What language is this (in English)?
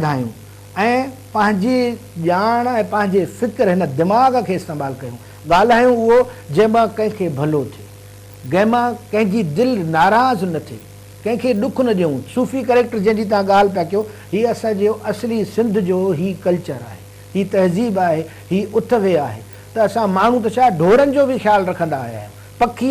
Sindhi